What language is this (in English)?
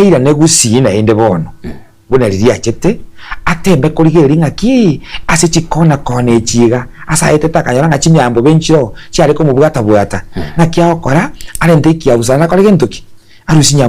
Gusii